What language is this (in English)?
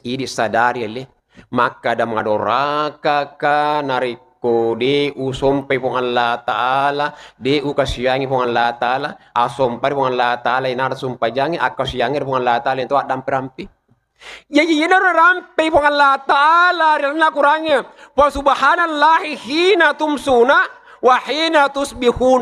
Buginese